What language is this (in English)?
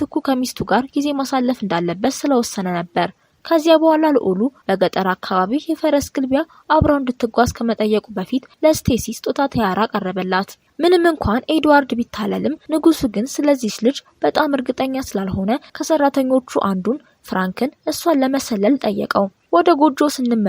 Amharic